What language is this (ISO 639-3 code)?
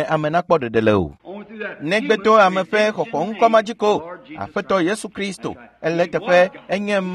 ewe